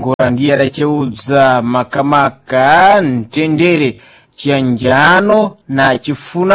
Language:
Sena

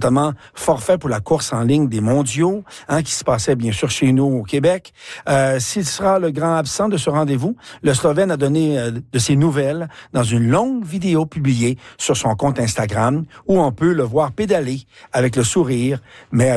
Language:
French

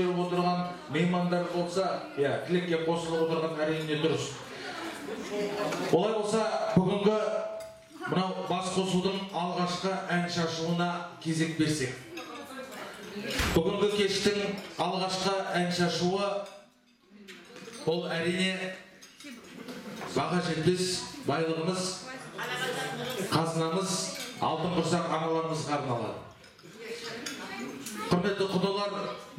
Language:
Kazakh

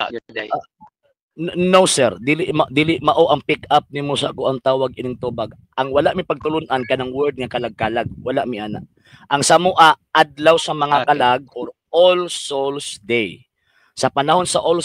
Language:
Cebuano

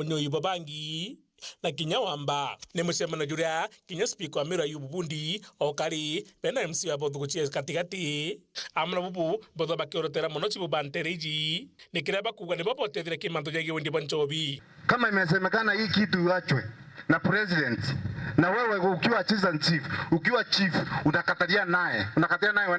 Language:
Meru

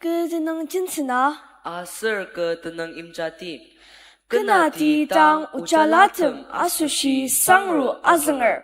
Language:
Ao Naga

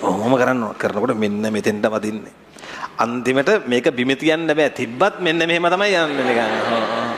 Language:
Sinhala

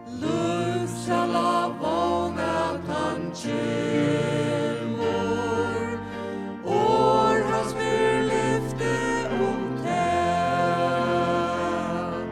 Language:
Faroese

